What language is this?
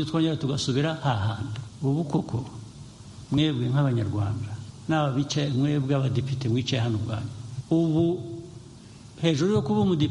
Kinyarwanda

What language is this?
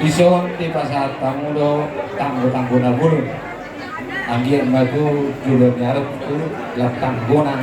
Batak Toba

